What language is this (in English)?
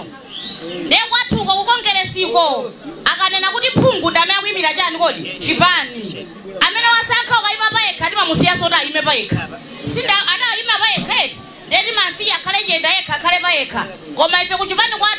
Nyanja